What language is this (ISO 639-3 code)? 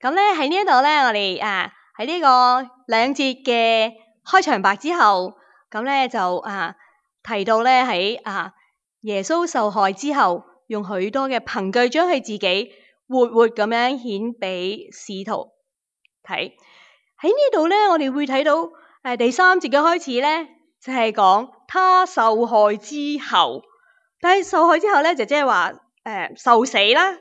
yue